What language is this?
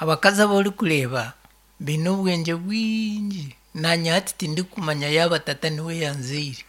Nyankole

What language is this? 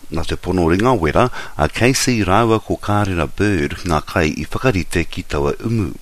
Māori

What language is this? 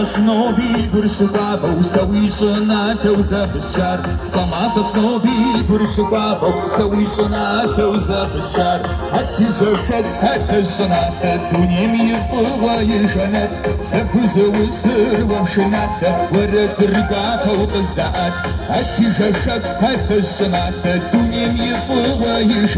Kabardian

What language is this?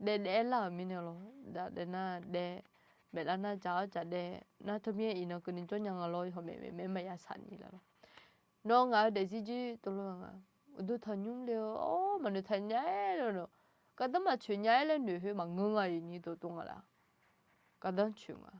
Akha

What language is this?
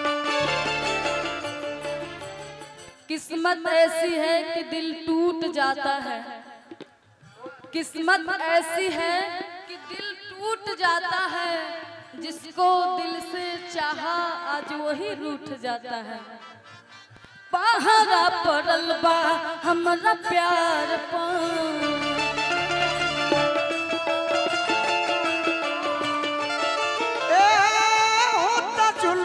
Bhojpuri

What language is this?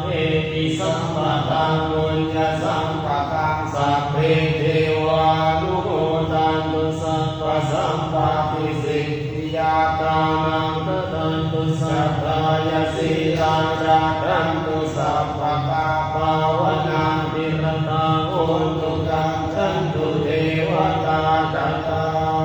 Pali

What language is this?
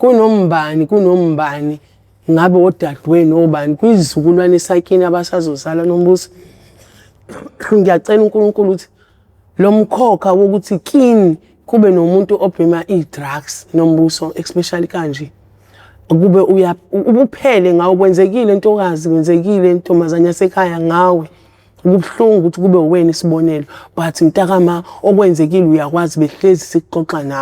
Zulu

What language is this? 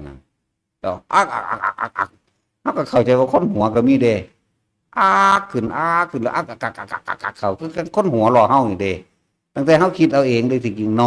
Northeastern Thai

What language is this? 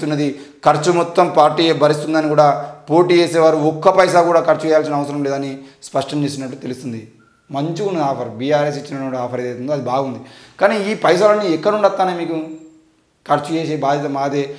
Telugu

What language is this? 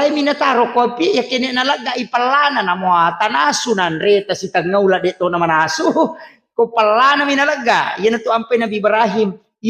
Buginese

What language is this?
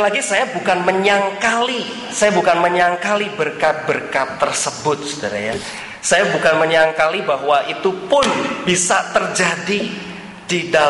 Indonesian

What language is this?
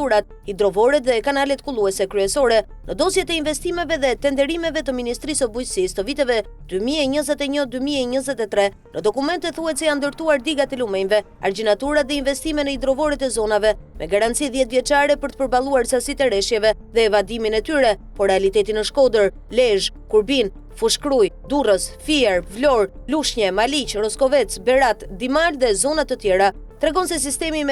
Albanian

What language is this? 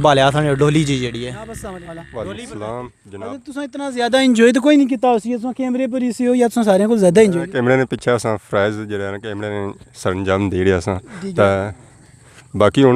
Pahari-Potwari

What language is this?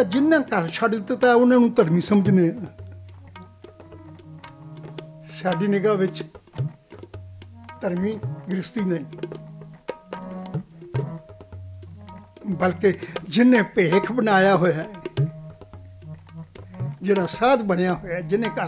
Punjabi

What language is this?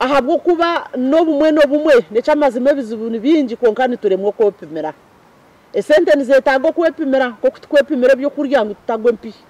Nyankole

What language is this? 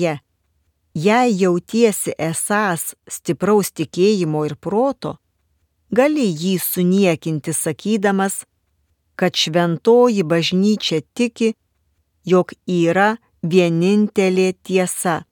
Lithuanian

